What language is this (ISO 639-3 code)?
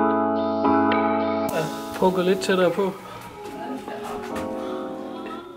dan